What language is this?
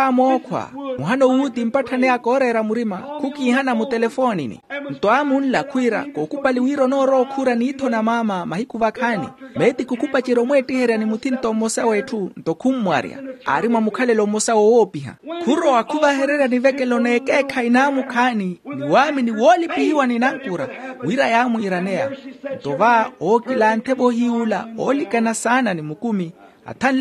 Makhuwa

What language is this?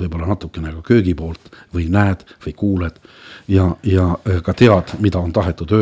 Estonian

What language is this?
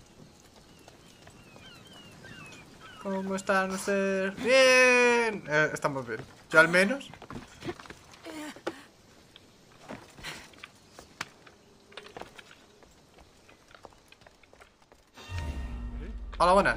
Spanish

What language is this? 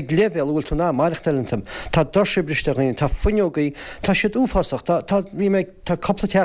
Irish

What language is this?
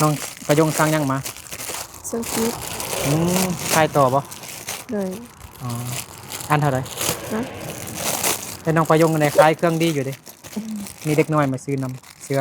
Lao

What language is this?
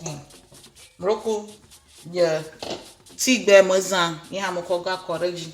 Ewe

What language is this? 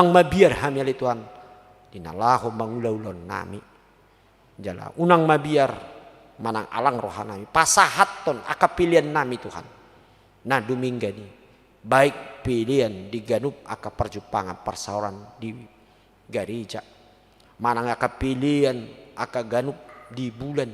Batak Toba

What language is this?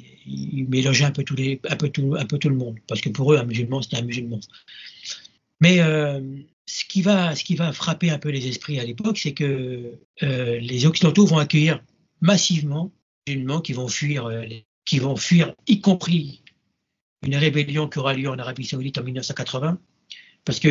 French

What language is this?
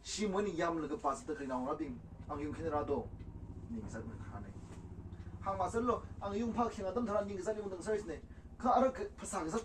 Tangkhul Naga (India)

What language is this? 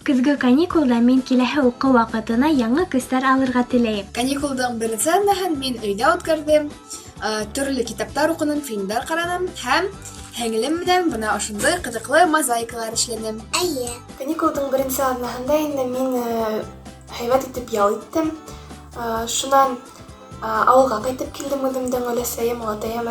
Bashkir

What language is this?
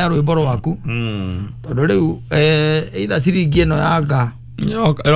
Kikuyu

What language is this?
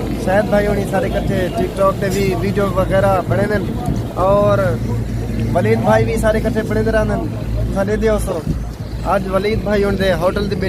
Saraiki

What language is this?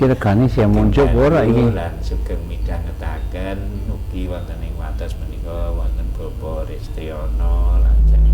Javanese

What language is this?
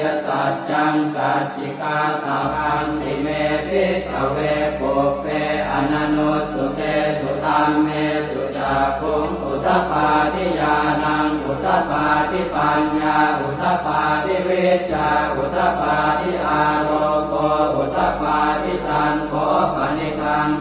Pali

